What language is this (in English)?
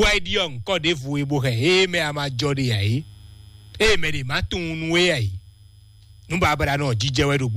Fon